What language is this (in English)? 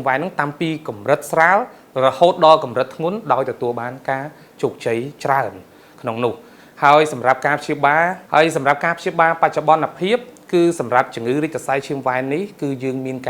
Khmer